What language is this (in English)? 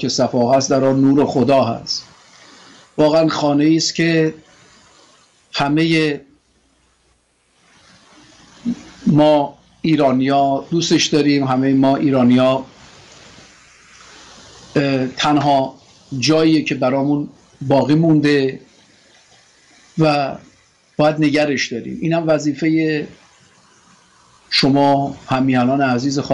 Persian